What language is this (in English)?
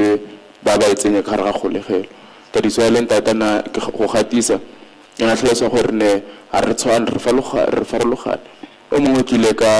Tswana